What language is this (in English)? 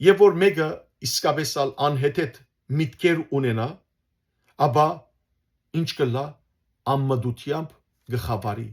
Western Armenian